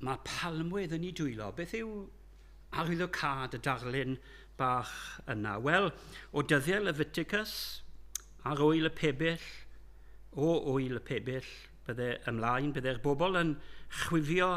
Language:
Welsh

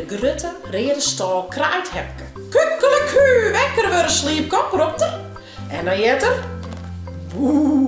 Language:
Western Frisian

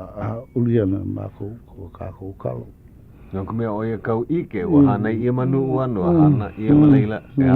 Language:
Hawaiian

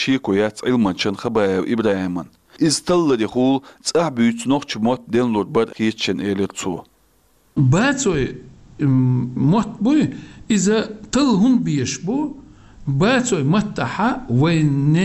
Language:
Chechen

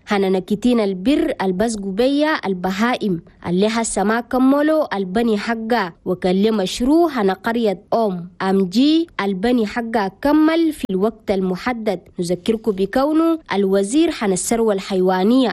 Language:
Chadian Arabic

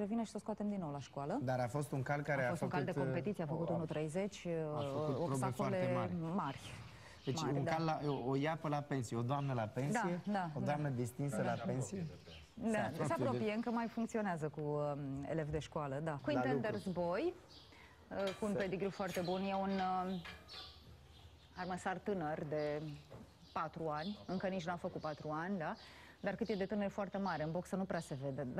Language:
Romanian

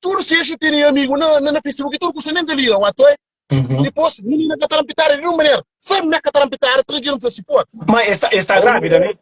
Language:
Kabuverdianu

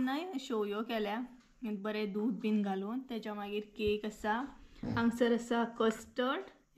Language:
Konkani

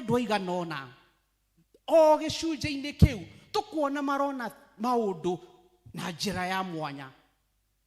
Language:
Kikuyu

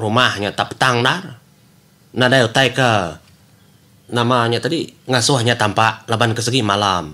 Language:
Iban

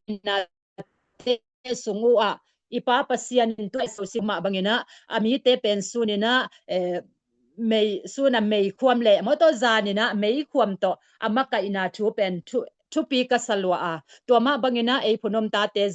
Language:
Tedim Chin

